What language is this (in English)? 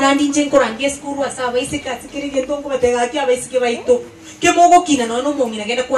Gusii